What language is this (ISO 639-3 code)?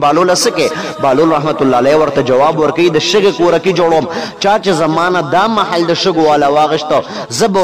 pus